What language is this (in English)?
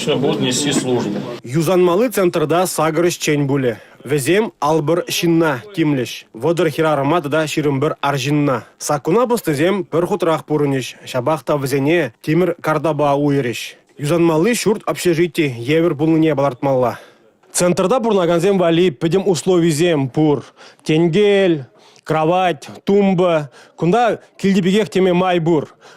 Chuvash